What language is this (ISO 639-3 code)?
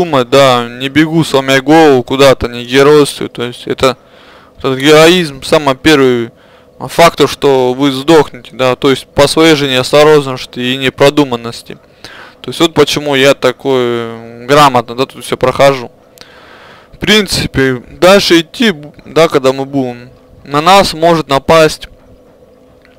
rus